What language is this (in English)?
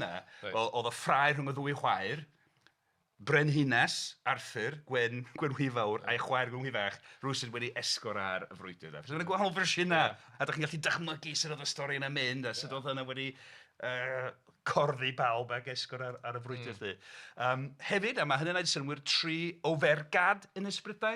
Welsh